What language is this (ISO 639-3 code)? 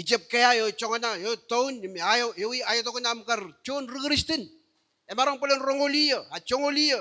mah